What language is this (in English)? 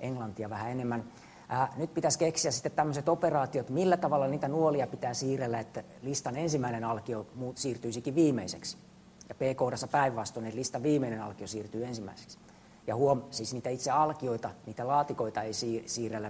Finnish